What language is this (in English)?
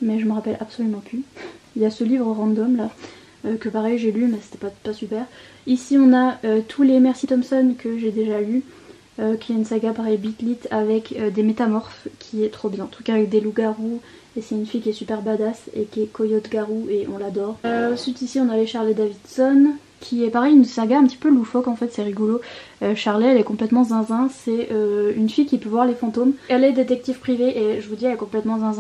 French